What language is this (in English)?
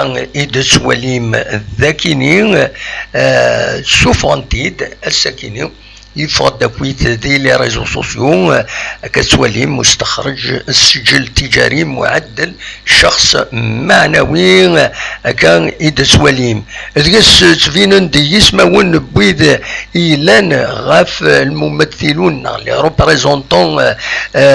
Kabyle